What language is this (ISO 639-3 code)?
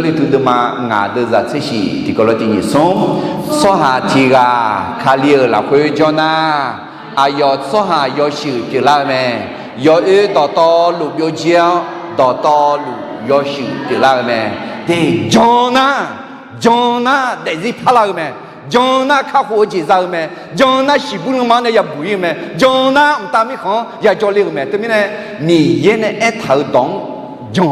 ahk